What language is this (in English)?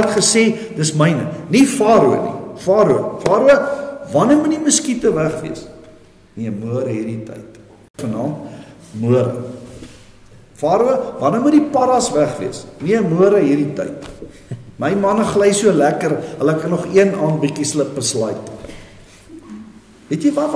Afrikaans